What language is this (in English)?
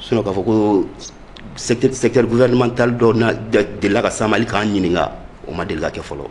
Bambara